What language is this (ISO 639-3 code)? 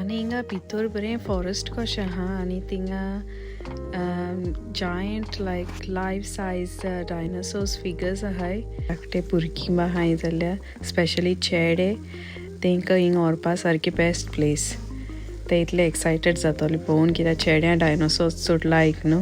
kok